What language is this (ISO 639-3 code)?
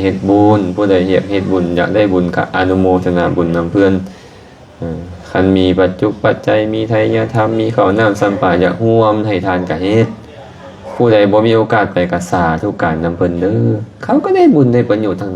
lao